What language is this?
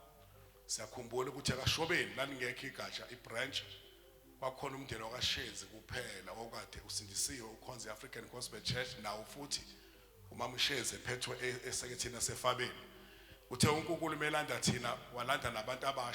Zulu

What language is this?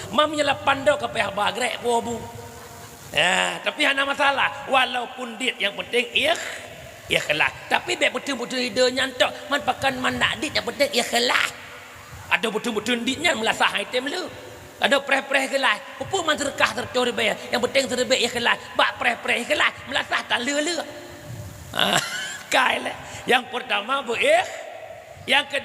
Achinese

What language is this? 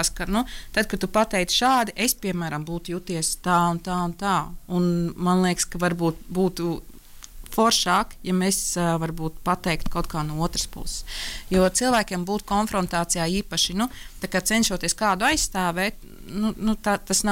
Latvian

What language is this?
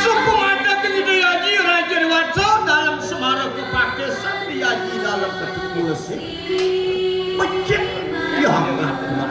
Balinese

